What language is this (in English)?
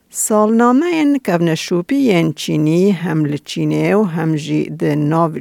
Kurdish